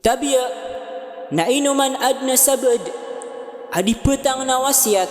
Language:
Maranao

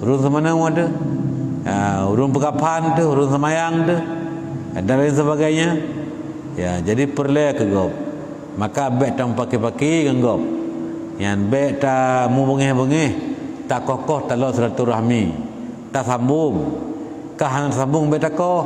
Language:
Achinese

